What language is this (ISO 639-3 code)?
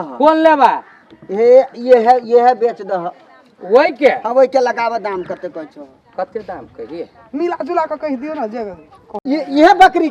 mai